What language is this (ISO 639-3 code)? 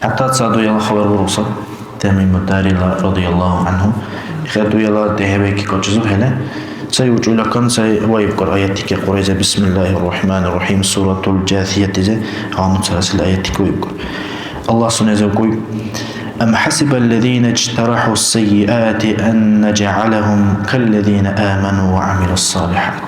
dar